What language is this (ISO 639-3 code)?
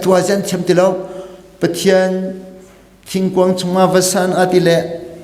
cnh